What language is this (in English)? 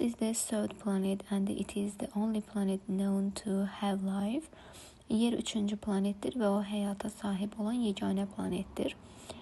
Azerbaijani